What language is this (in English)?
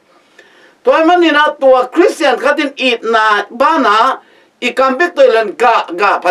Tedim Chin